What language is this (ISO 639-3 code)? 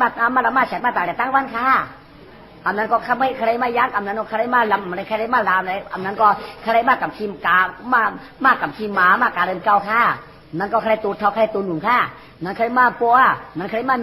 shn